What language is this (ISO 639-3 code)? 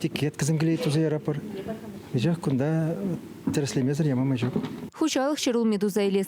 chv